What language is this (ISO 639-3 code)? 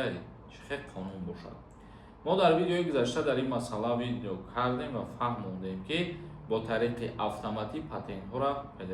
tgk